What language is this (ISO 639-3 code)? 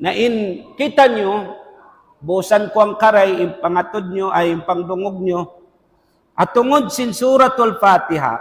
tsg